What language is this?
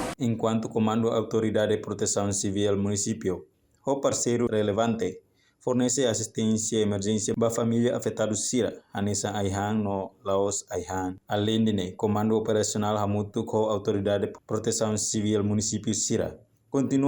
Tetum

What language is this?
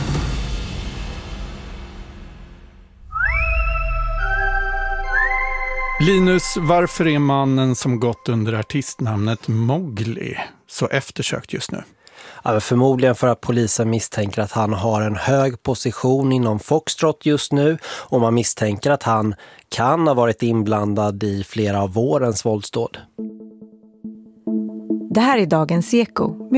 Swedish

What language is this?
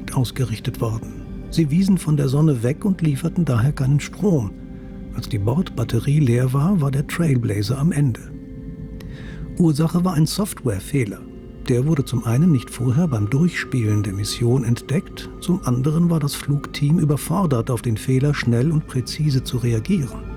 German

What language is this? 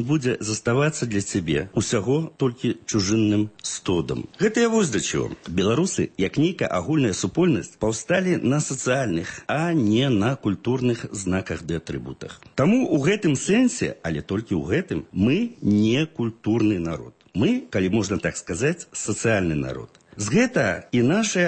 Belarusian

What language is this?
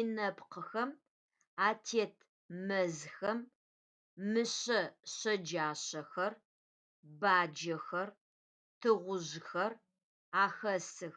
Adyghe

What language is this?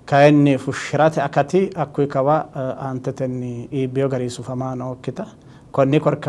Sidamo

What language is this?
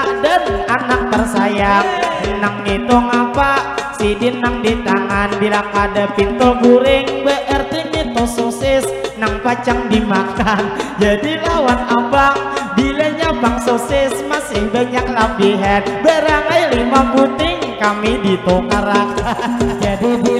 Banjar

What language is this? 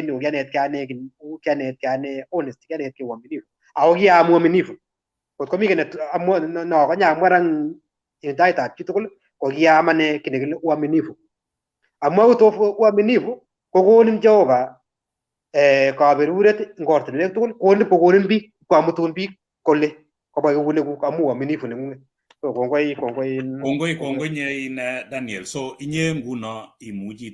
Kalenjin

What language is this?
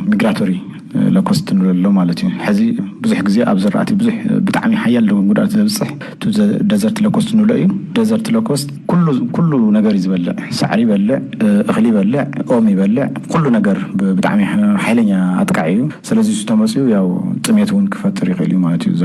Tigrinya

